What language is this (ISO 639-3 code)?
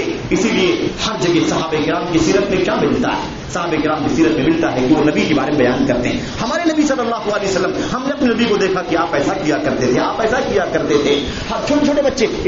urd